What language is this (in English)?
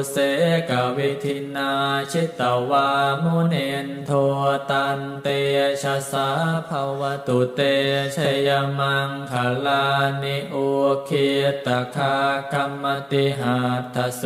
Pali